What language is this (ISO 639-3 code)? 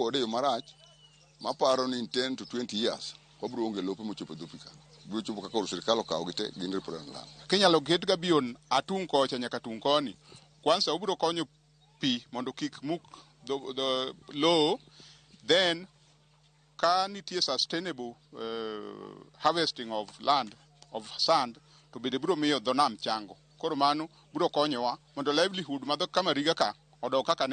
luo